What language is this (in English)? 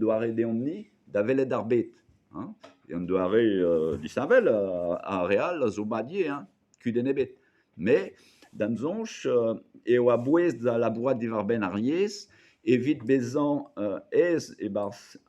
Breton